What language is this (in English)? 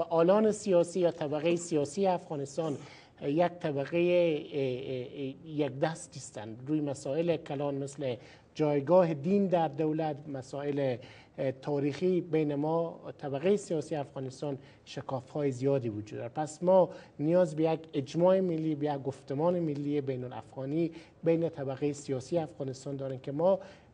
Persian